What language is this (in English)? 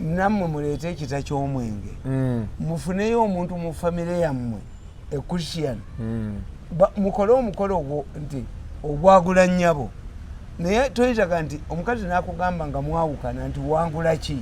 Ganda